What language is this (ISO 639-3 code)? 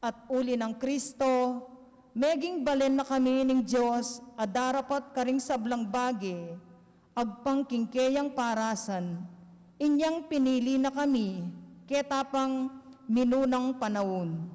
pam